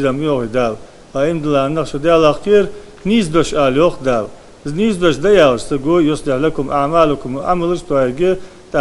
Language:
Ingush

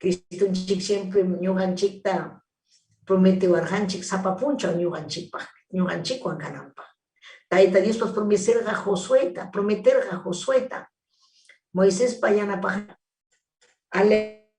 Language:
Ayacucho Quechua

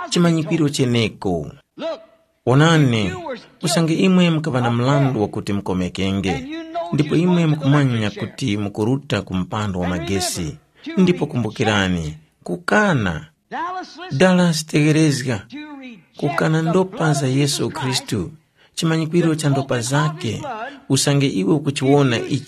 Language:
Tumbuka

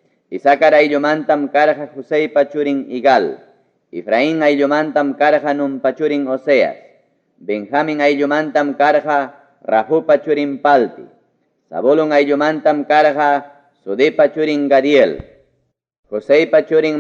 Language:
Ayacucho Quechua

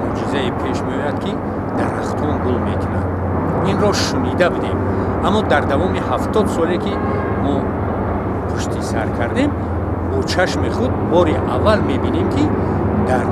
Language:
Tajik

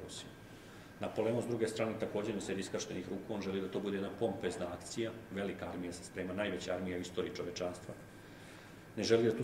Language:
Serbian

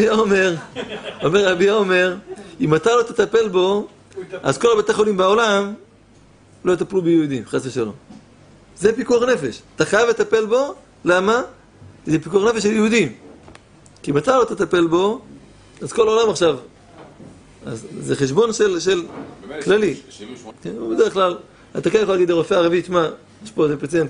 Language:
Hebrew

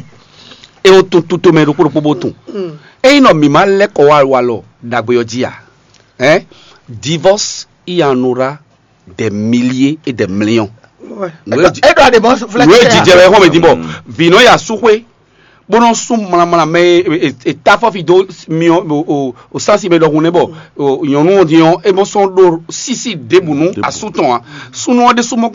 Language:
Fon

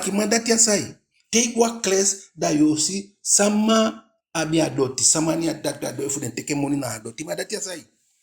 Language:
Eastern Maroon Creole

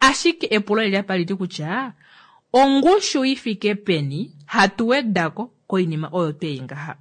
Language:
Kuanyama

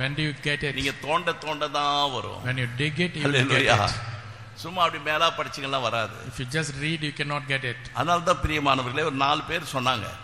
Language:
Tamil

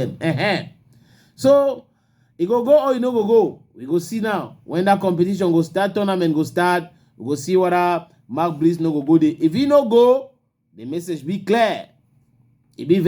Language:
Cameroon Pidgin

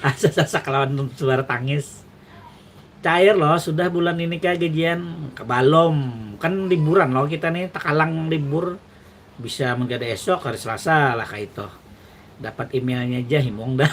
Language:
Banjar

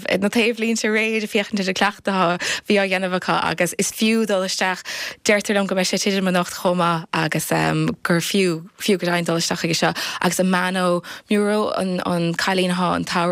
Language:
Irish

